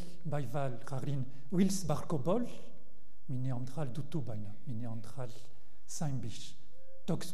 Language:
Breton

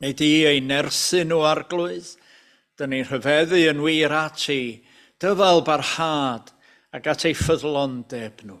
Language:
Welsh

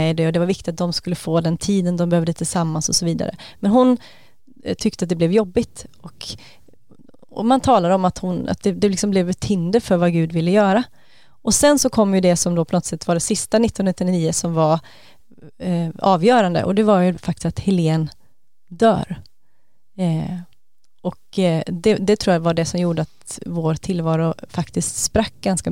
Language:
Swedish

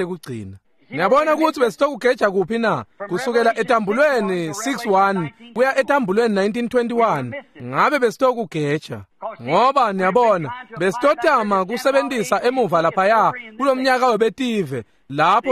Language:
Swati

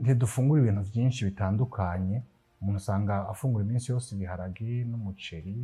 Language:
Rundi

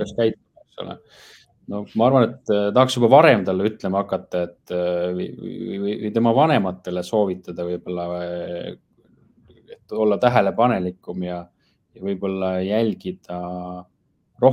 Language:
Estonian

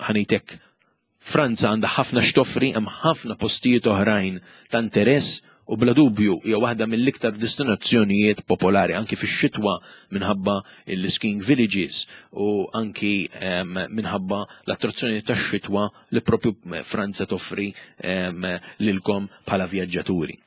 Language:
Maltese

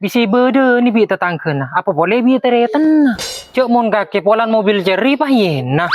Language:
Madurese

